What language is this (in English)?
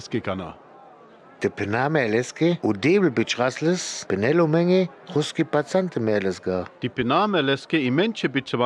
Sinte Romani